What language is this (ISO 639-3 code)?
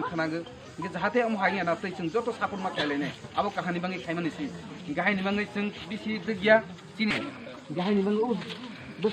trp